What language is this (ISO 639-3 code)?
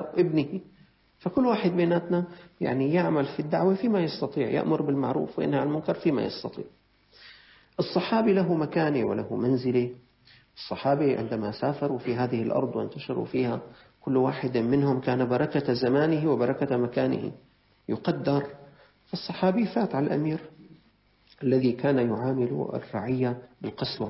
ara